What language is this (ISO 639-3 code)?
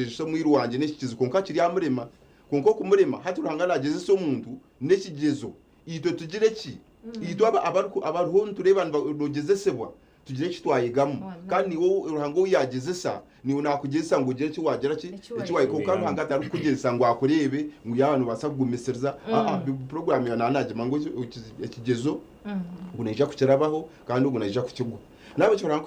nyn